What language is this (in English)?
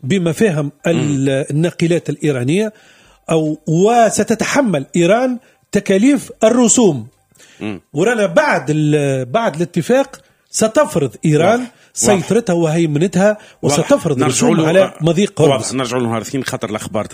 Tunisian Arabic